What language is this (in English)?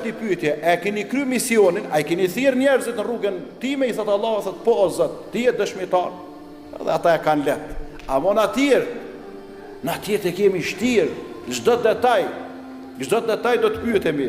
Albanian